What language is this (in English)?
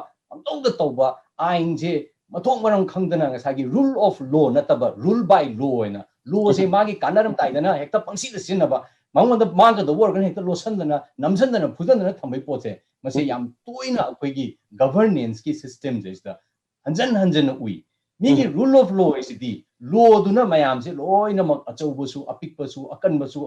Manipuri